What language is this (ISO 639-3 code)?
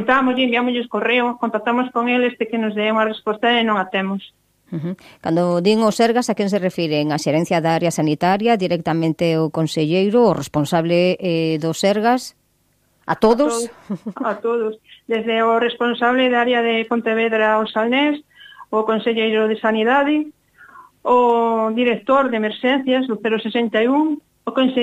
glg